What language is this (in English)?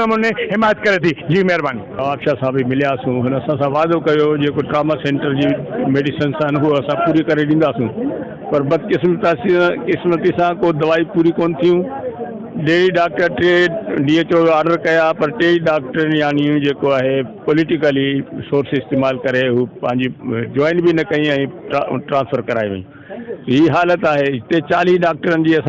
Sindhi